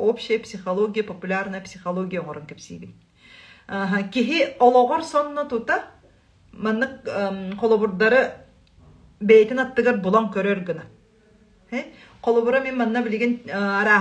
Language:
Yakut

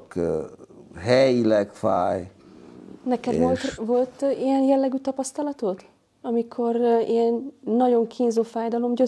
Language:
Hungarian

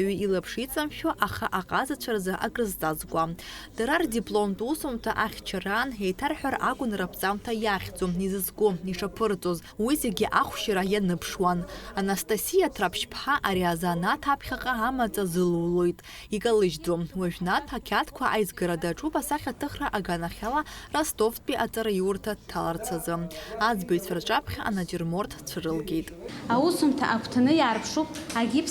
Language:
Abkhazian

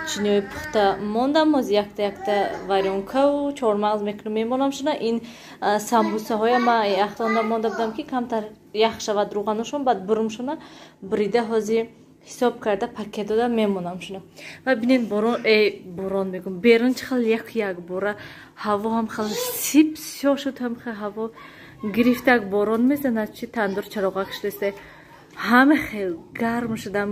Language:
Tajik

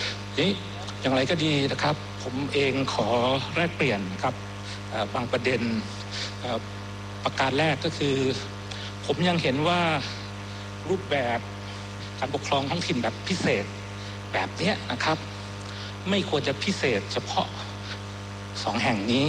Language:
Thai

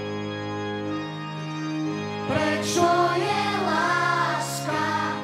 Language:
Slovak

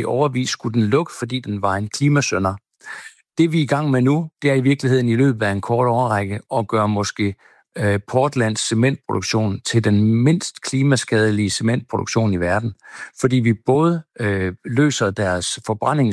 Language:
Danish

